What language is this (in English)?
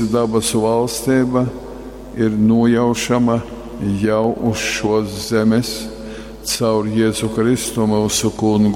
Latgalian